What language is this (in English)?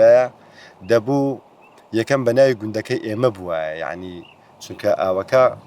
Central Kurdish